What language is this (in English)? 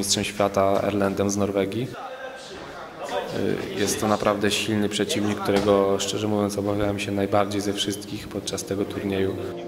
Polish